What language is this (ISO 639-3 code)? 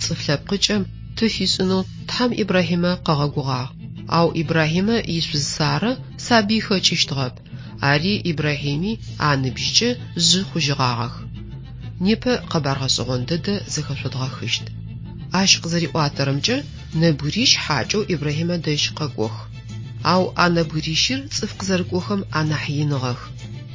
ady